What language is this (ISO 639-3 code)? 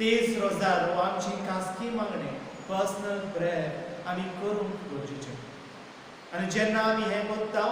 kok